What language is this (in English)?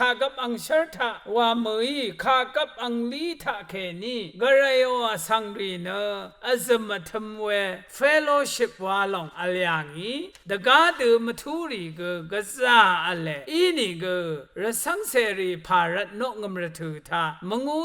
Rawang